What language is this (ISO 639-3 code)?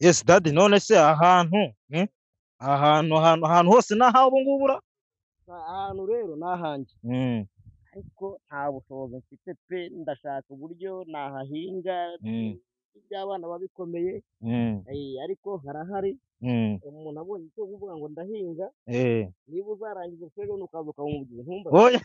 kin